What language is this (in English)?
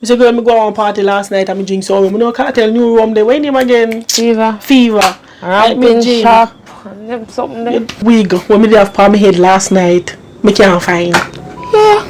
Jamaican Creole English